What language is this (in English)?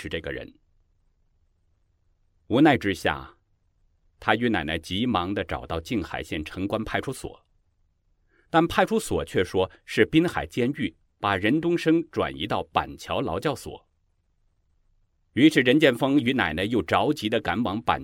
Chinese